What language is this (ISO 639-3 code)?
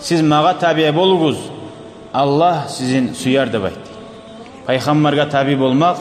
kum